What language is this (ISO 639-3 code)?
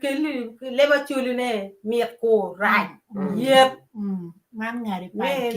ach